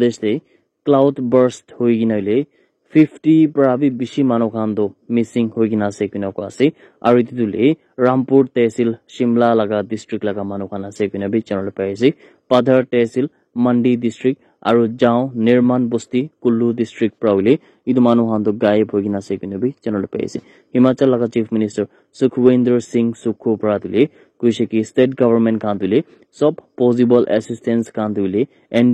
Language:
Naga Pidgin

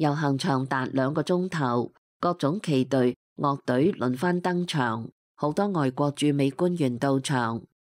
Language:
Cantonese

